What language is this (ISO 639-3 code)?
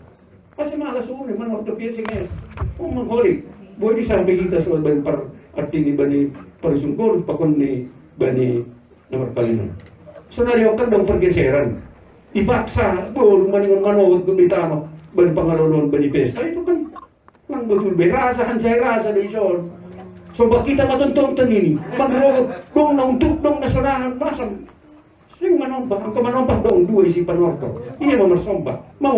bts